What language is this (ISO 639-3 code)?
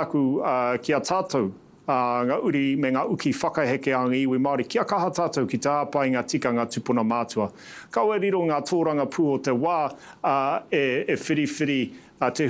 mri